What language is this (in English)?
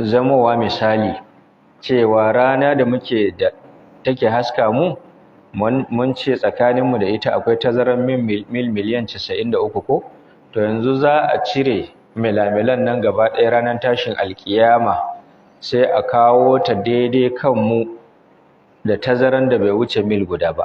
Hausa